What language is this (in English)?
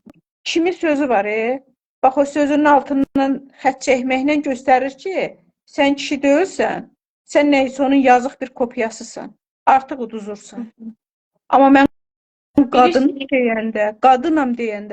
Azerbaijani